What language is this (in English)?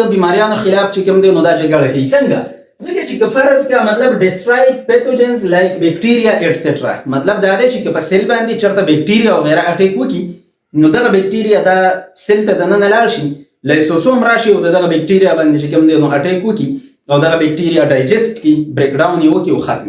Pashto